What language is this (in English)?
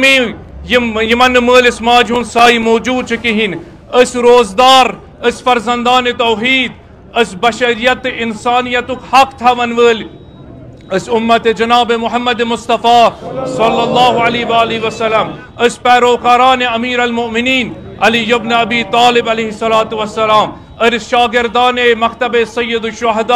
Kashmiri